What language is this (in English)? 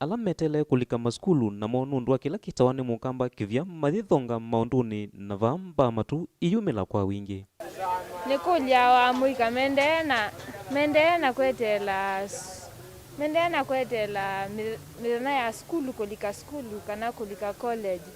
Kamba